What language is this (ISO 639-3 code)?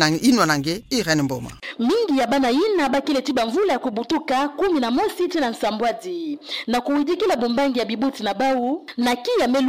ktu